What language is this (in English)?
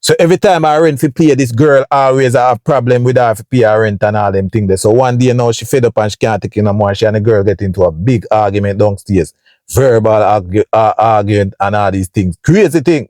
Jamaican Creole English